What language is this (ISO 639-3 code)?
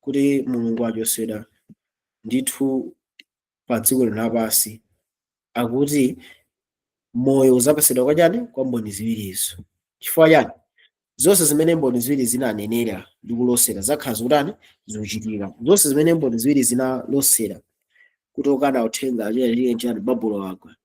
nya